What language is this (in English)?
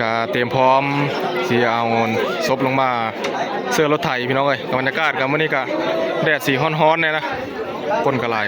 Northeastern Thai